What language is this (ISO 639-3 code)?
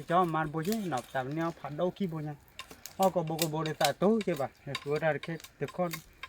ksw